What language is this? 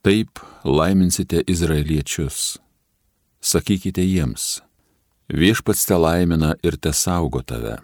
Lithuanian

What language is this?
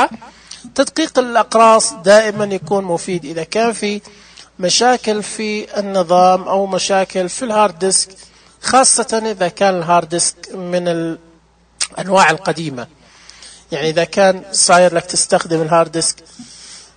Najdi Arabic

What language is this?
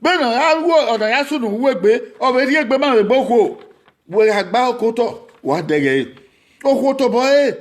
Bini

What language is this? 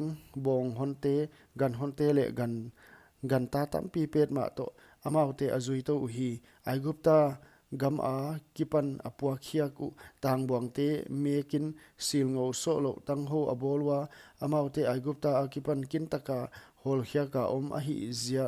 Paite Chin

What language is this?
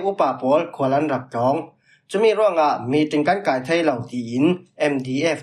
Falam Chin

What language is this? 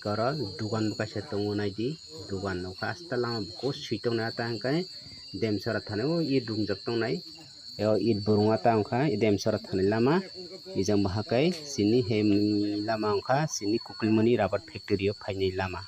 Kok Borok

